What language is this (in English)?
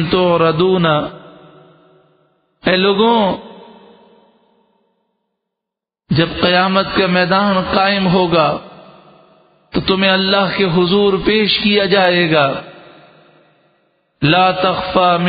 Urdu